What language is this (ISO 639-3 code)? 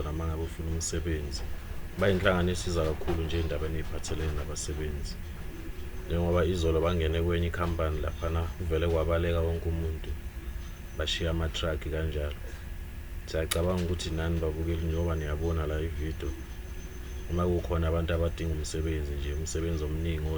zul